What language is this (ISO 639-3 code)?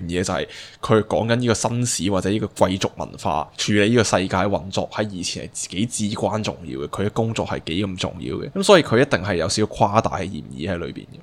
yue